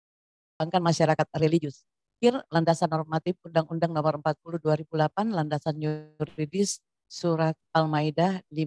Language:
Indonesian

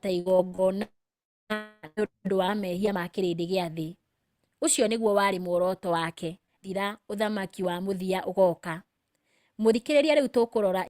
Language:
Kikuyu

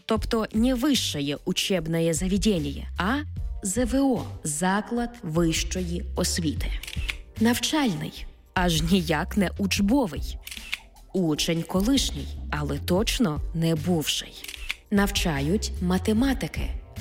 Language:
Ukrainian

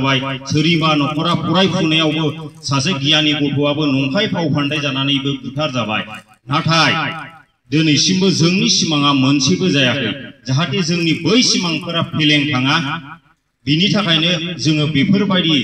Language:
Bodo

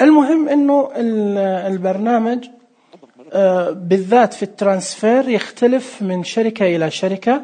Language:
Najdi Arabic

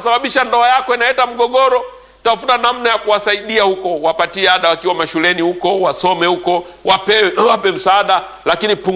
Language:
Swahili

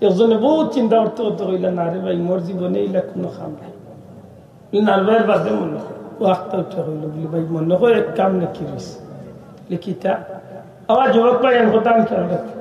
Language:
Sylheti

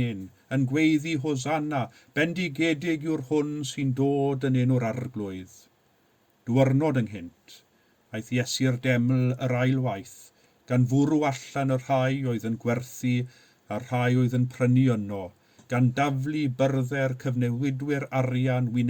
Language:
Welsh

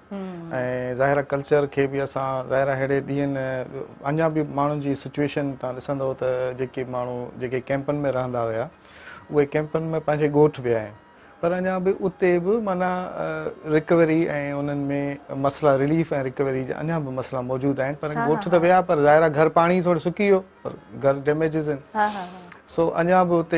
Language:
Sindhi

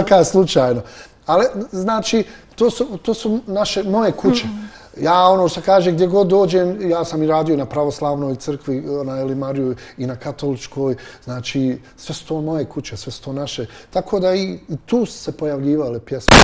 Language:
Bosnian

